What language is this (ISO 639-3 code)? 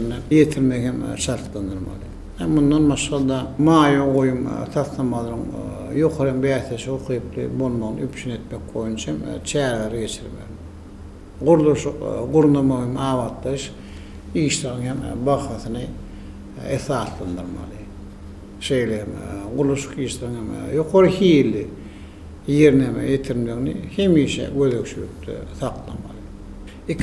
tuk